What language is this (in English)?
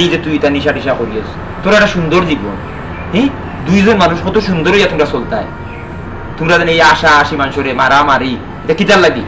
Sylheti